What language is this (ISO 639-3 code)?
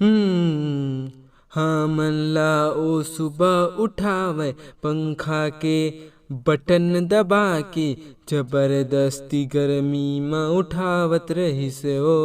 hne